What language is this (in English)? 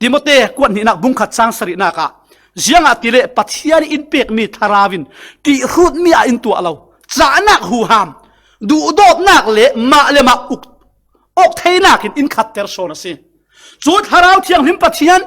Falam Chin